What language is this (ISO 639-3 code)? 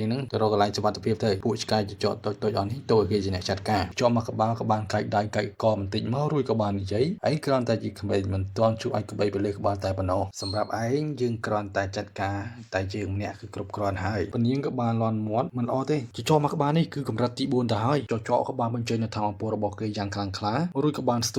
khm